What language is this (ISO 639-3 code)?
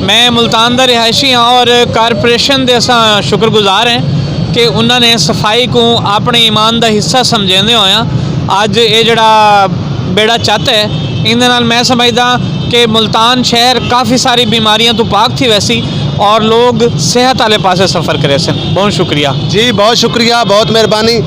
skr